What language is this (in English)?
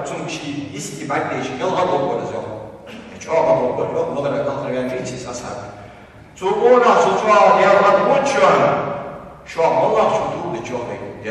Ingush